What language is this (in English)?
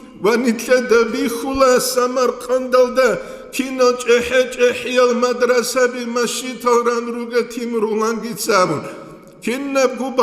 Avaric